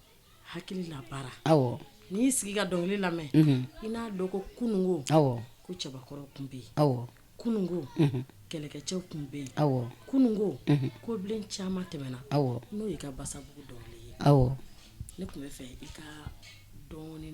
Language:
Bambara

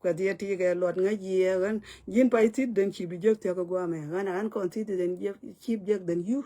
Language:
Nuer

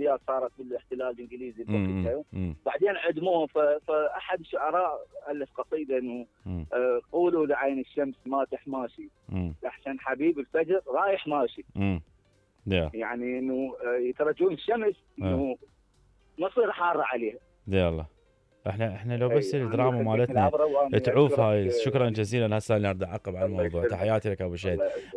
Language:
Mesopotamian Arabic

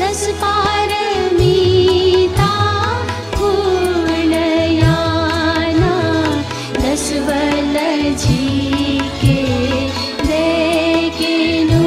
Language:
Newari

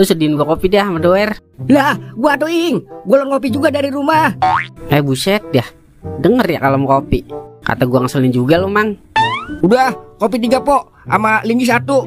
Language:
Betawi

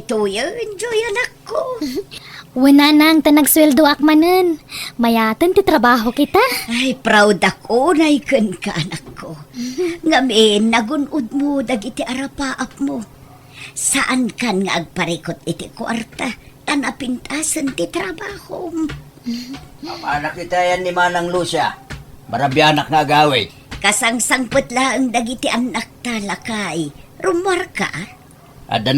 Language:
Iloko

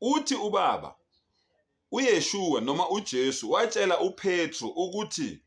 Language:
Zulu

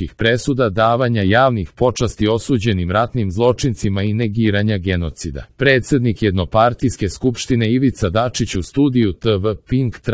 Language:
Serbian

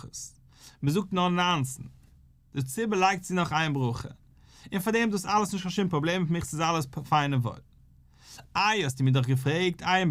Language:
Yiddish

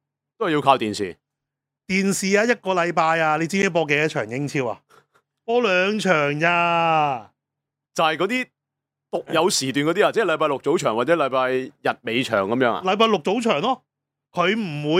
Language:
Cantonese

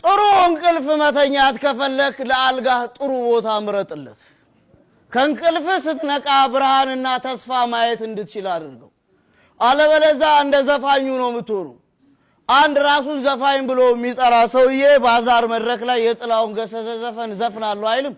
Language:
Amharic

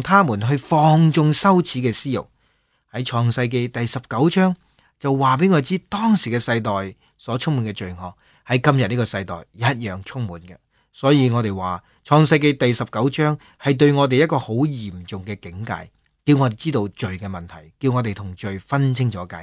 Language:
Cantonese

